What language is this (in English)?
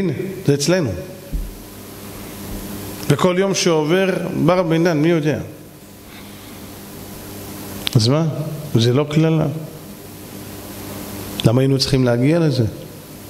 Hebrew